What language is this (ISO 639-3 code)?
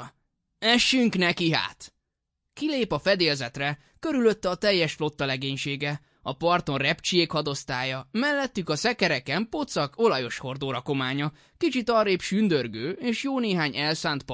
hun